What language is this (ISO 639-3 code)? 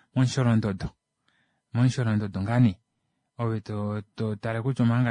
kua